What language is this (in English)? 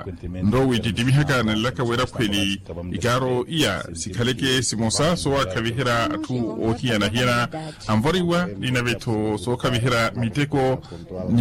Makhuwa